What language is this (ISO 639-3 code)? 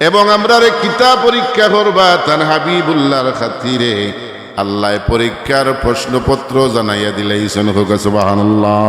syl